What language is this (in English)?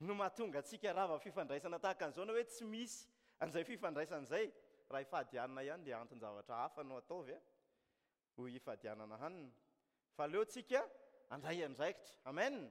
Malagasy